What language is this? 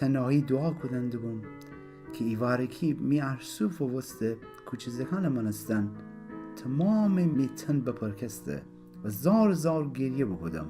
Gilaki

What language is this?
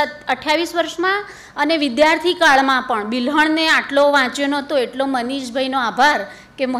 Gujarati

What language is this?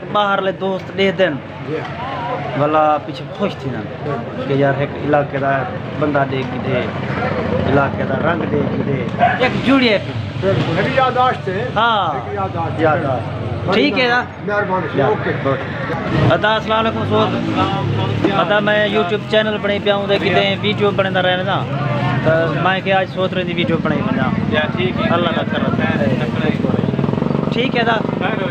Saraiki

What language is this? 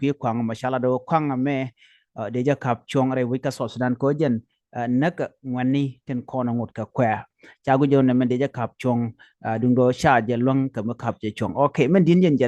Nuer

